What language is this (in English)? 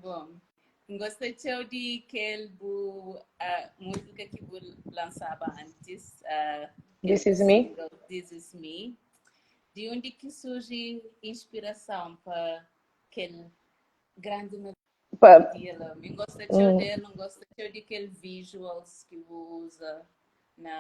Kabuverdianu